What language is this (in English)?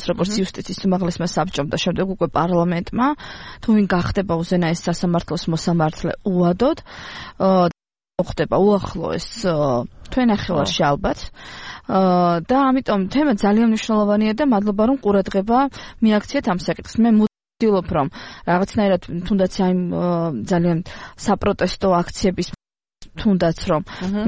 Georgian